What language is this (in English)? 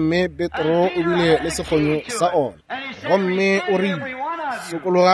Northern Sotho